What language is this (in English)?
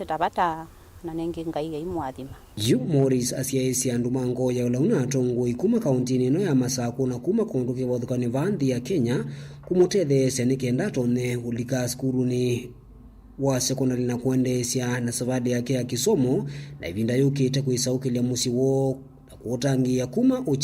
Kamba